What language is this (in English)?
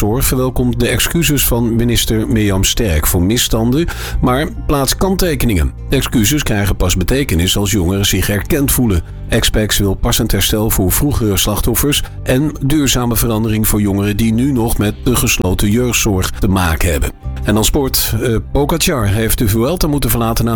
Dutch